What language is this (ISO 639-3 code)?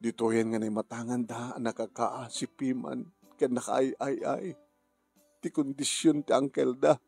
ilo